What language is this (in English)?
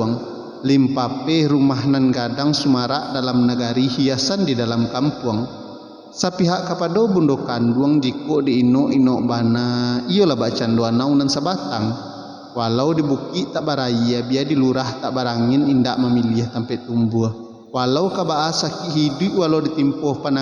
Minangkabau